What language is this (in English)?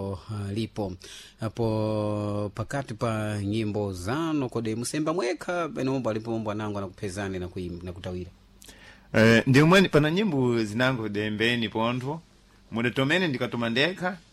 Sena